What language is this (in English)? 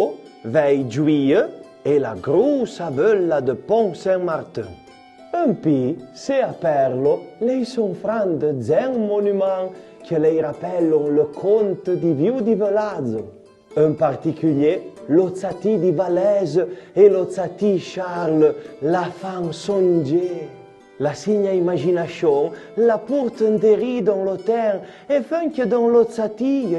Arpitan